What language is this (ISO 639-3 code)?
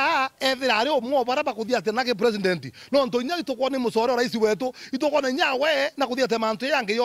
mer